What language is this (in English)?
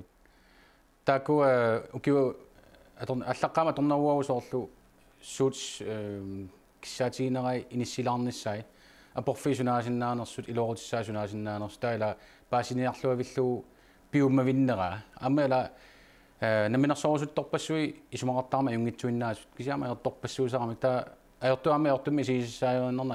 Kalaallisut